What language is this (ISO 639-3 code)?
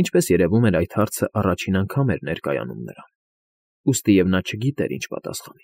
hye